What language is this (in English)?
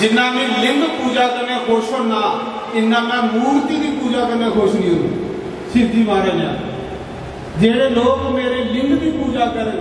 Dogri